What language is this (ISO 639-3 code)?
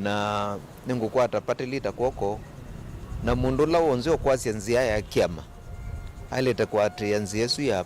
kam